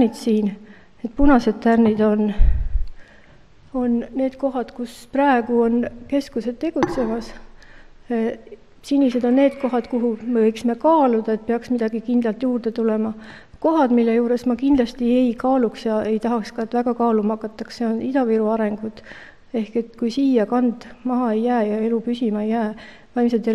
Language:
Estonian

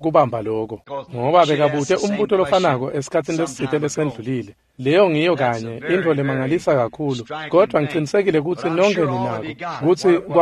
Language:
Swati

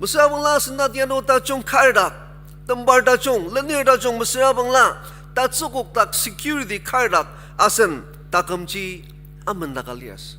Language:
Ao Naga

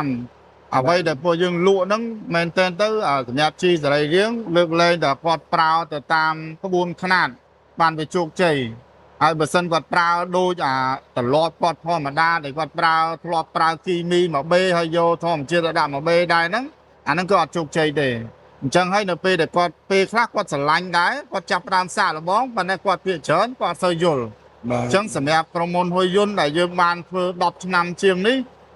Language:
Khmer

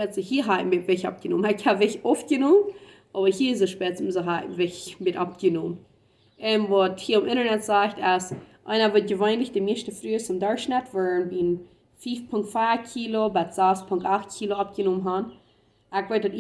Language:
Plautdietsch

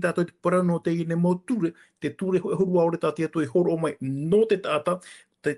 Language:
Tahitian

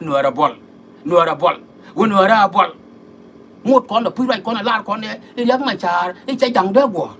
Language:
Nuer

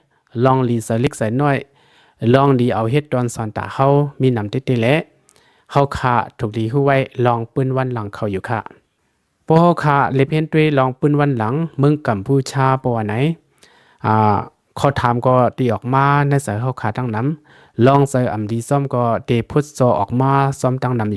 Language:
Shan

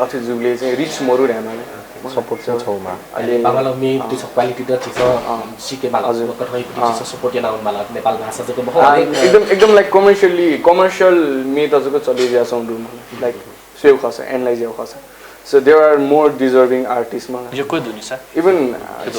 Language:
Newari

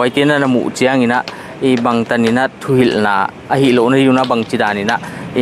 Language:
Paite Chin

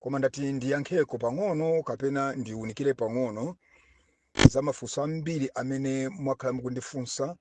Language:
Nyanja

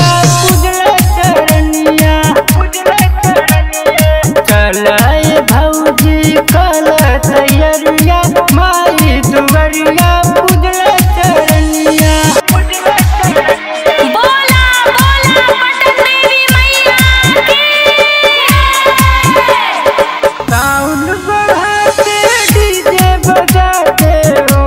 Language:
Bhojpuri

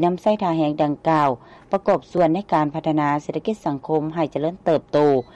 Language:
Lao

